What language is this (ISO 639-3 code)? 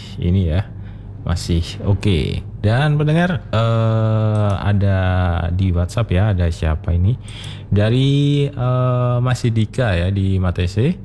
ind